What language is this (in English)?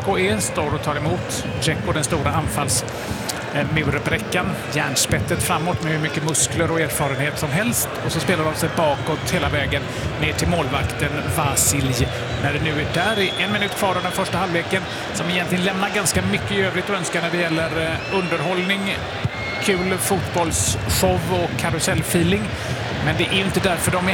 Swedish